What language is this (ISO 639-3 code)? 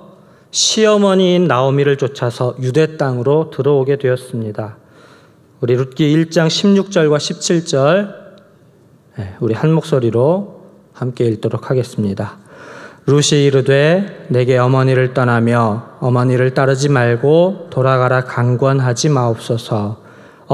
kor